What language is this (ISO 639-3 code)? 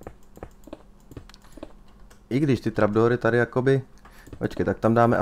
ces